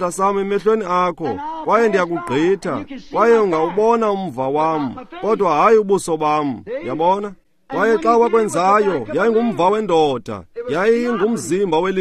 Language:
Xhosa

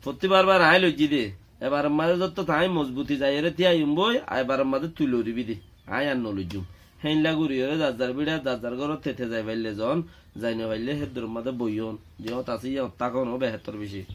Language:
Rohingya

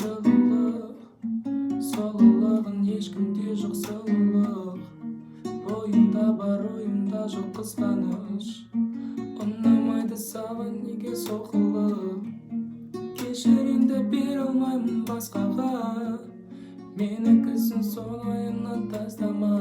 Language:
Kazakh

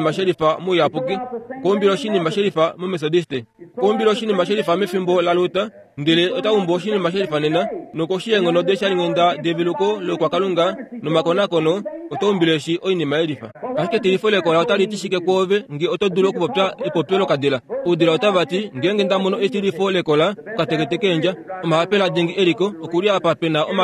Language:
Kuanyama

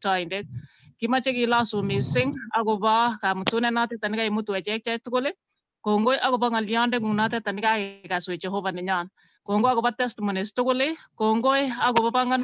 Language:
Kalenjin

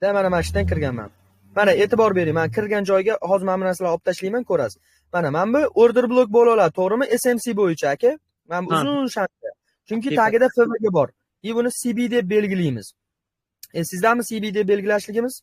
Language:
Uzbek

